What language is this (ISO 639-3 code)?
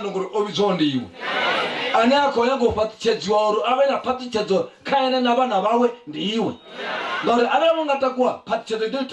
ven